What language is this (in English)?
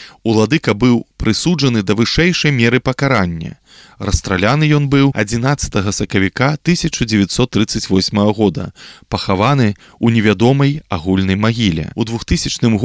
Belarusian